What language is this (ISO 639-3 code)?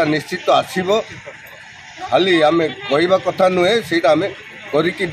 ori